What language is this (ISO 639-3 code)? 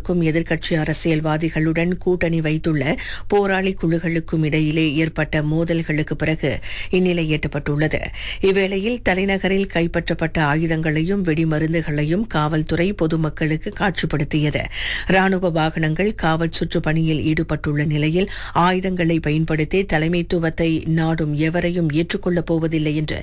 tam